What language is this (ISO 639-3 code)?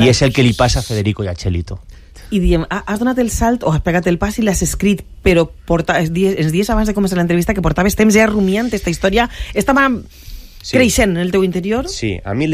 cat